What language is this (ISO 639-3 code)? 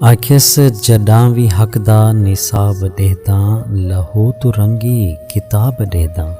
skr